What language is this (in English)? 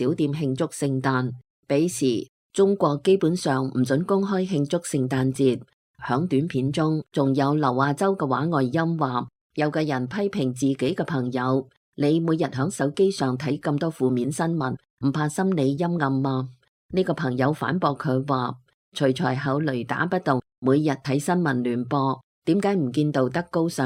Cantonese